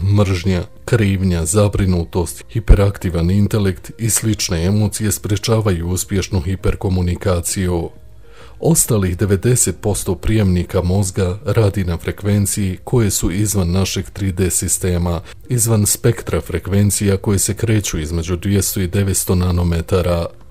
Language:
Croatian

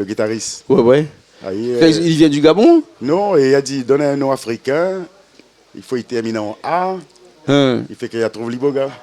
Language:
Réunion Creole French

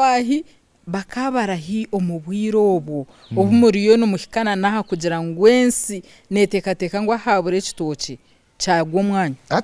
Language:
Nyankole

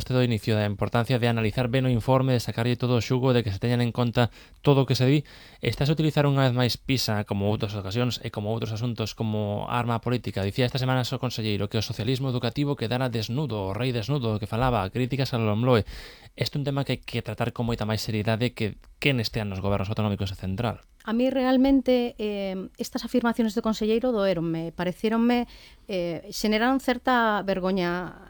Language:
Galician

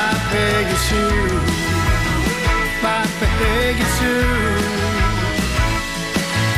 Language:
Dutch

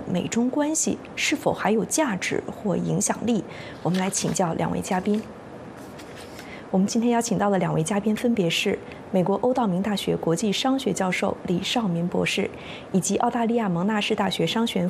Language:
Chinese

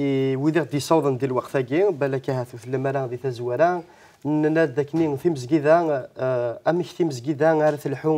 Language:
Kabyle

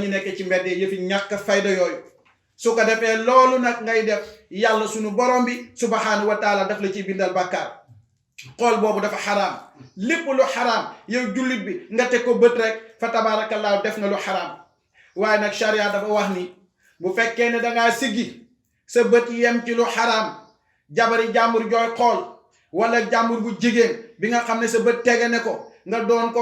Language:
Wolof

